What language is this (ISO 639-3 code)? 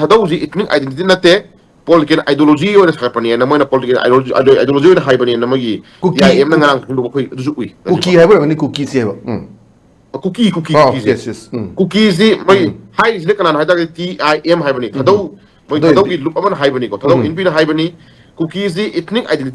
mni